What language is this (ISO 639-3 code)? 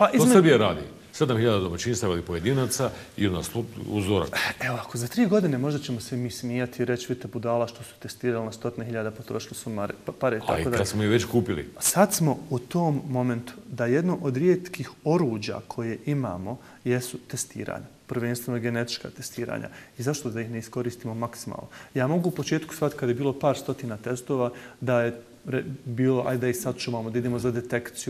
bos